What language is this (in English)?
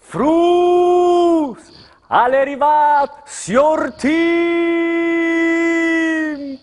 Friulian